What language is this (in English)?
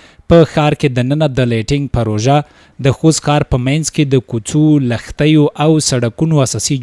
Pashto